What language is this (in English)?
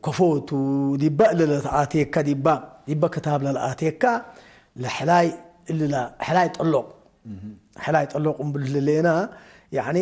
Tigre